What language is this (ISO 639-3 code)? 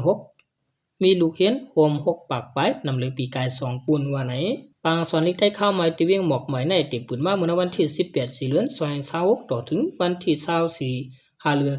shn